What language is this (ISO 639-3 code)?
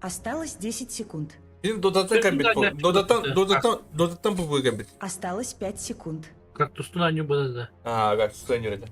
sah